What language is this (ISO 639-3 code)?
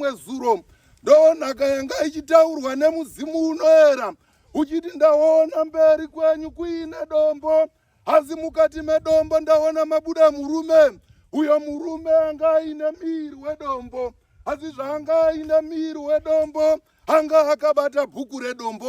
sna